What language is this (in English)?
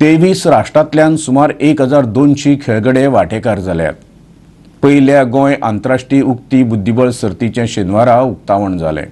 Konkani